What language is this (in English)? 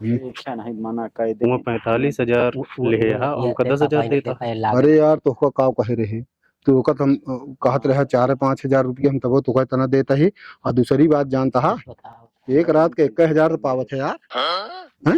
Awadhi